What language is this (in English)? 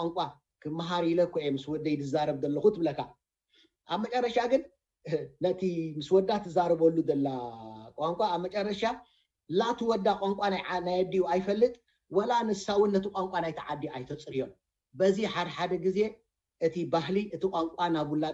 Tigrinya